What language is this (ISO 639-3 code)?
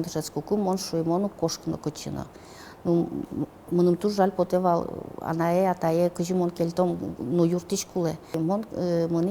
udm